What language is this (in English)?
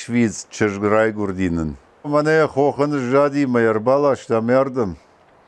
Ossetic